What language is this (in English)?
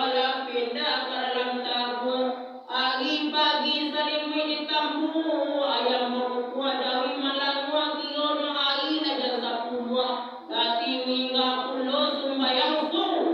Minangkabau